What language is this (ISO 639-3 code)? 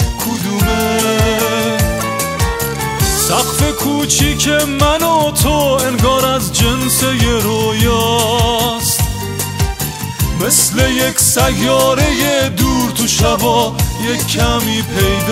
fas